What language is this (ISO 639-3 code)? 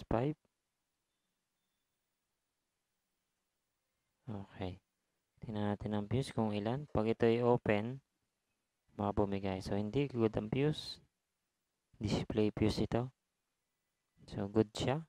fil